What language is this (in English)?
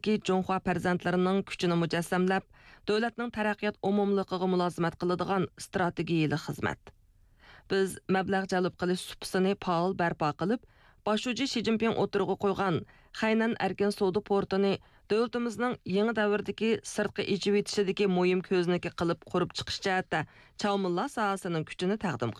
Uyghur